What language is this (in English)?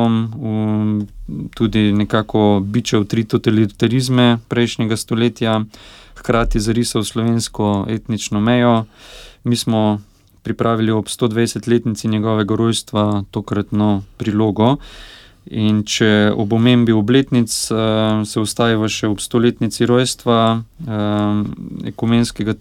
Slovenian